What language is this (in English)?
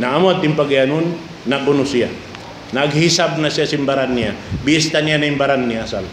Tausug